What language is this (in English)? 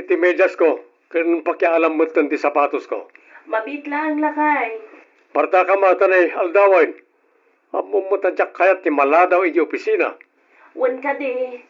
Iloko